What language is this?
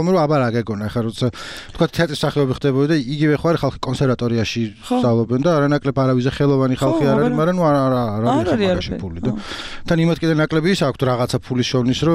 Georgian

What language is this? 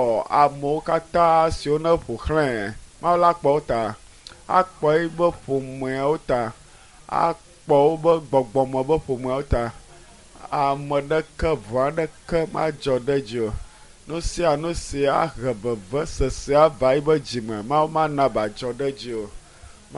Ewe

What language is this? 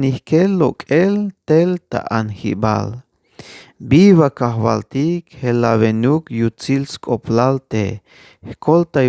Tzeltal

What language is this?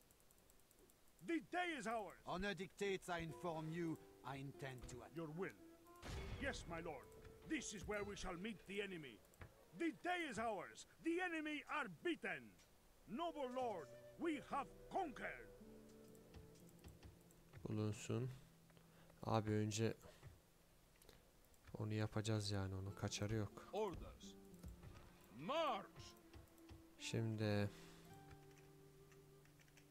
Turkish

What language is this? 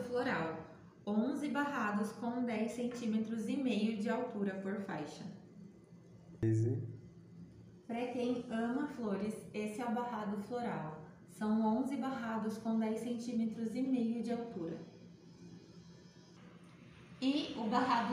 Portuguese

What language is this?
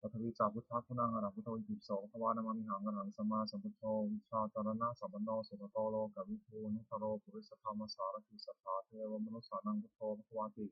Pali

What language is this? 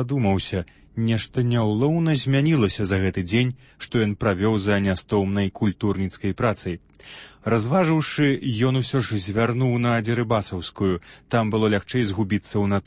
Belarusian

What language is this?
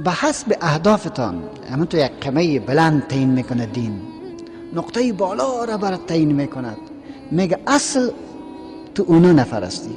Persian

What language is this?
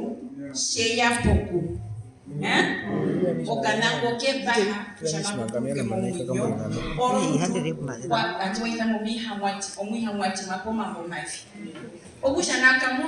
Herero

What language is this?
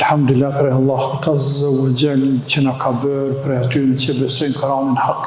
Albanian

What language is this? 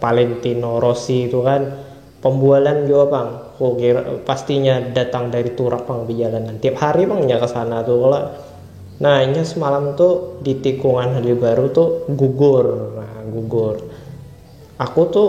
Banjar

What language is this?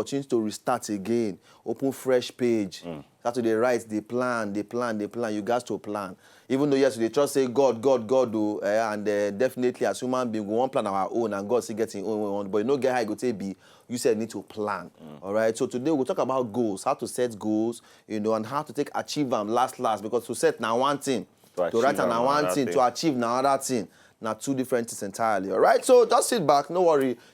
Nigerian Pidgin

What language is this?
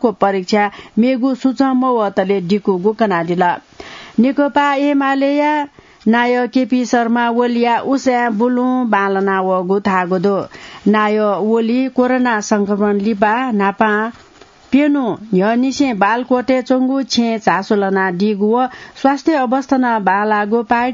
Newari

